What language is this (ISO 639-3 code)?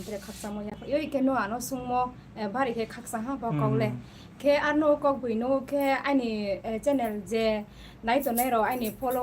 ria